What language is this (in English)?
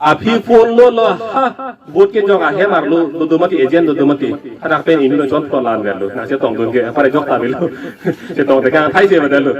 Karbi